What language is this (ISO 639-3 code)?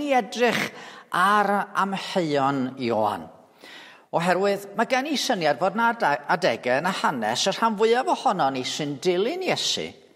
cym